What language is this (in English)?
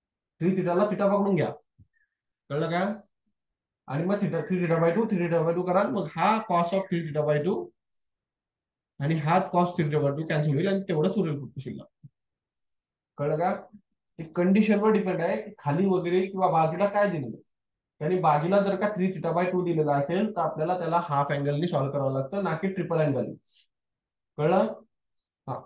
Marathi